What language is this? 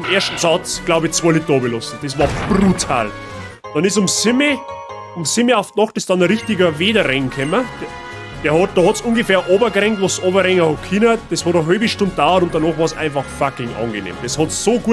Bavarian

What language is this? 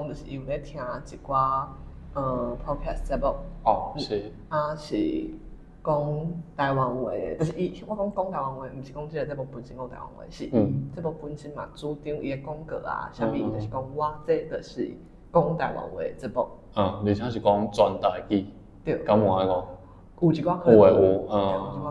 Min Nan Chinese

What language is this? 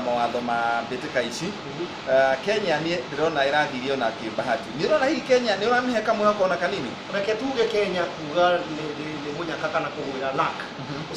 Kikuyu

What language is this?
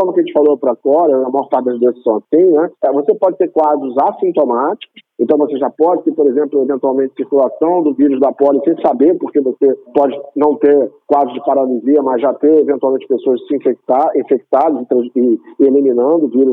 Portuguese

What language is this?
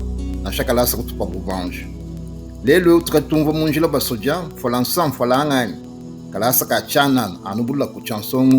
Luba-Lulua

